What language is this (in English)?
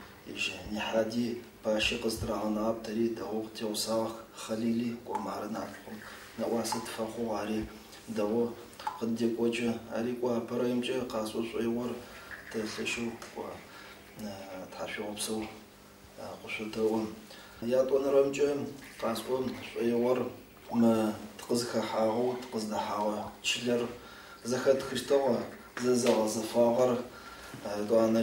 Adyghe